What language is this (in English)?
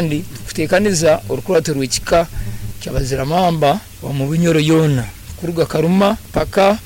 Nyoro